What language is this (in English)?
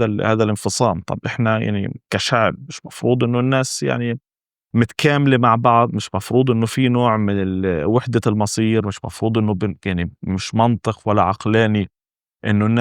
North Levantine Arabic